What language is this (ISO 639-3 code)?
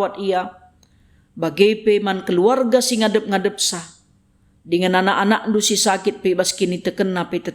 btx